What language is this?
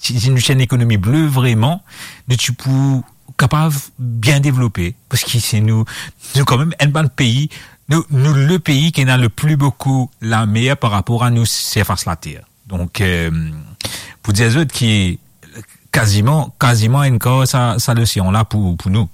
Morisyen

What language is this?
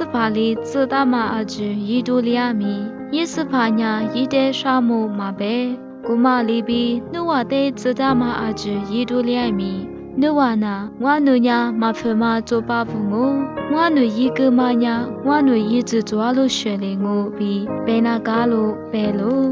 Lisu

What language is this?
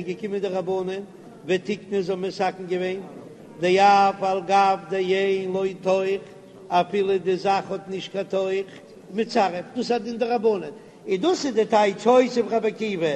Yiddish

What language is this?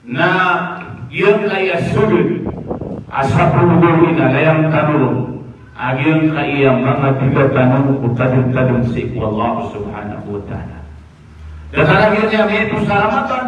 Maranao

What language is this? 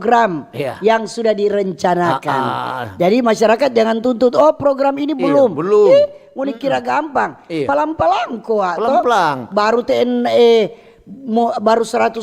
Manado Malay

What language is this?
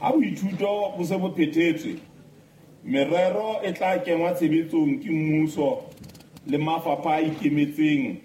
Southern Sotho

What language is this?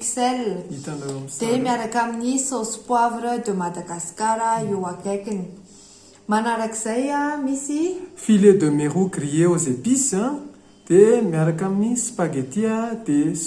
Malagasy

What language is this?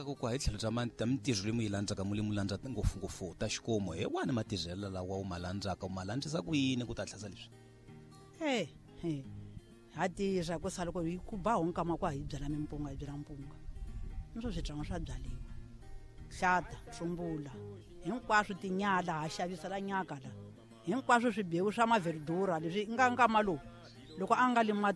Tsonga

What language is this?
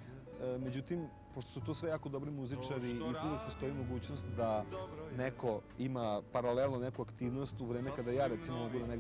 Serbian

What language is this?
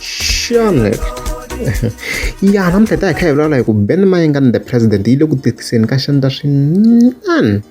Tsonga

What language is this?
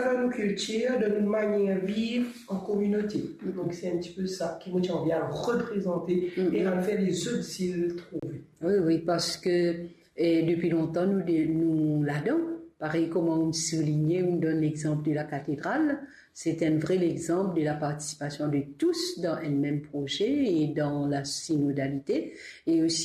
Morisyen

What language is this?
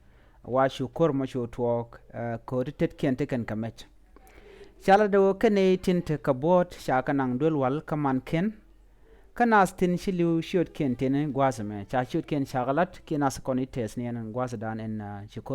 Nuer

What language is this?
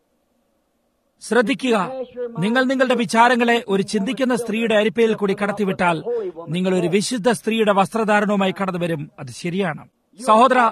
Malayalam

